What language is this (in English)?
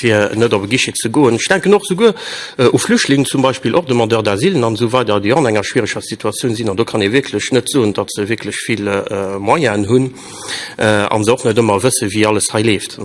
Luxembourgish